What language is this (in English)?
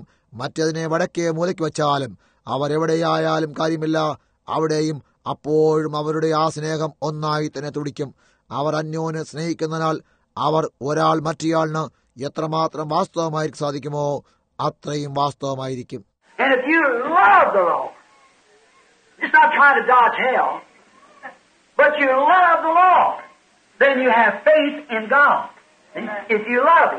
Malayalam